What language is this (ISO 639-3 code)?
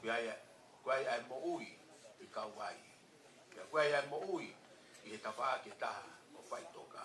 ton